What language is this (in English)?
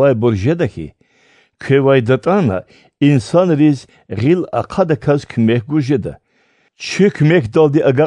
Lezghian